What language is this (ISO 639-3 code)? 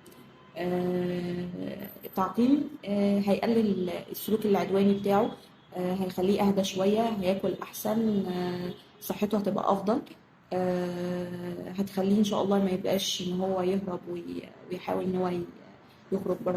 arz